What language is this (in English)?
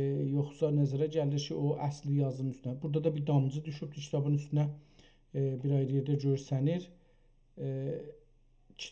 South Azerbaijani